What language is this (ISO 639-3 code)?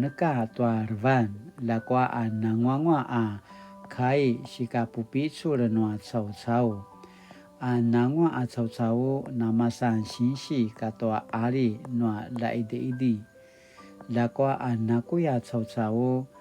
pwn